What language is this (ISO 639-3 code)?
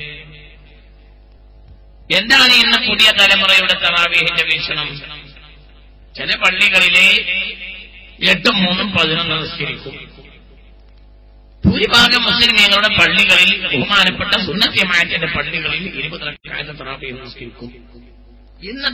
mal